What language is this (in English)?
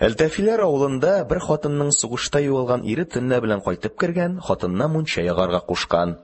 Tatar